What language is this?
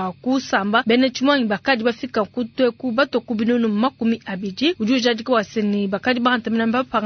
Luba-Lulua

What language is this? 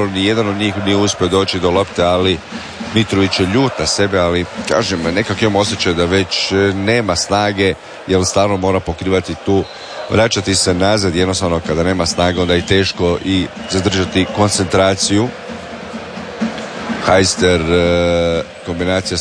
Croatian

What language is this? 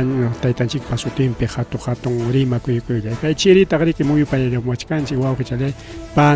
Ayacucho Quechua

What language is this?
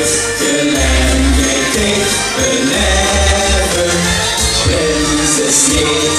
Limburgish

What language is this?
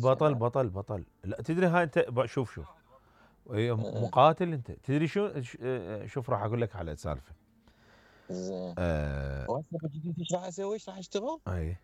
Mesopotamian Arabic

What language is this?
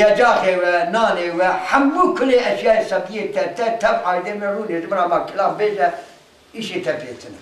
Kurdish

